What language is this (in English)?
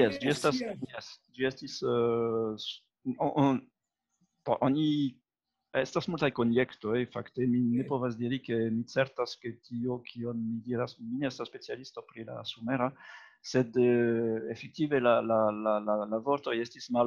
Esperanto